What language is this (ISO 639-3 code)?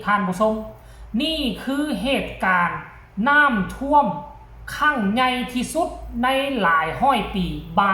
lao